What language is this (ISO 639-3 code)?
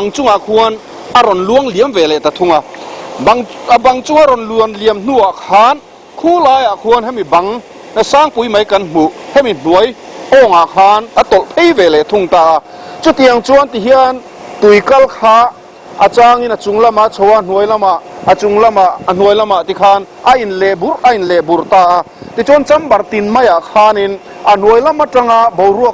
lus